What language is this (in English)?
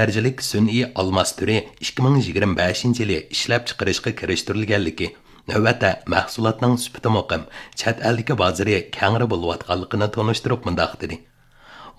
Uyghur